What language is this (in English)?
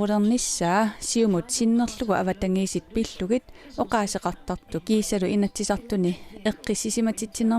Kalaallisut